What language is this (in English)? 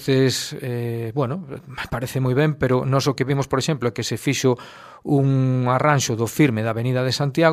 Galician